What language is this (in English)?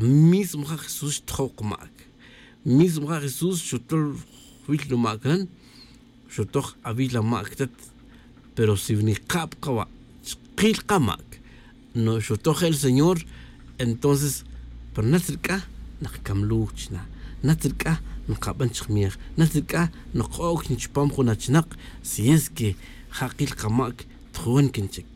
Tz'utujil